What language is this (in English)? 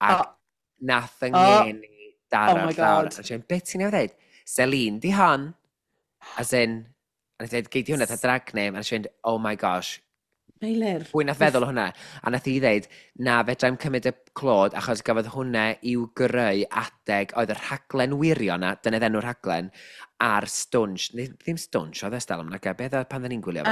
Welsh